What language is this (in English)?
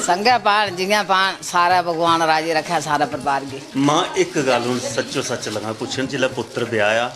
Dogri